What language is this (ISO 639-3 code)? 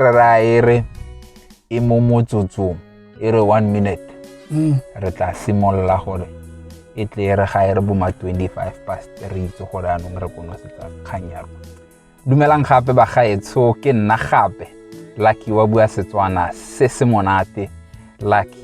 tsn